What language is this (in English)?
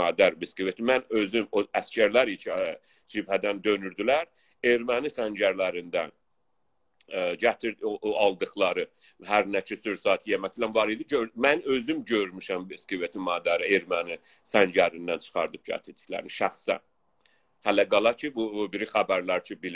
South Azerbaijani